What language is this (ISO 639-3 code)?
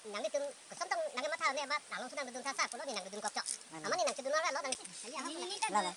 mjw